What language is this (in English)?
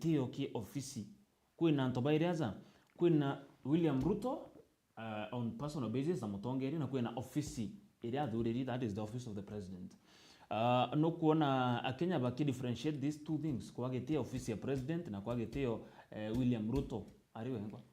Meru